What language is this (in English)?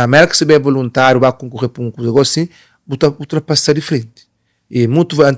Kabuverdianu